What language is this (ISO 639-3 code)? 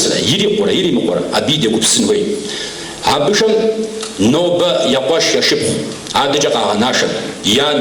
kbd